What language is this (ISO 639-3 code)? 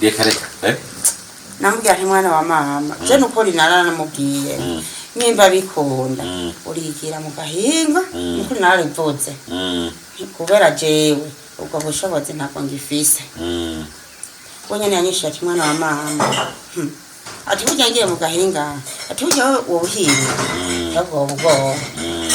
run